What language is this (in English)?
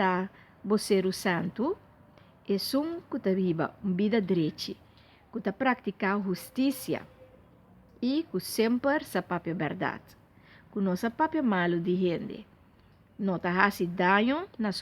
Papiamento